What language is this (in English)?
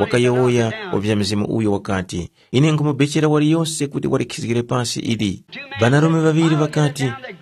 Tumbuka